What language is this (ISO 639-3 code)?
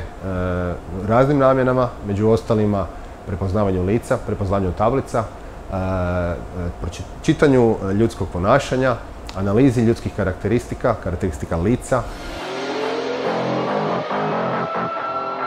hrv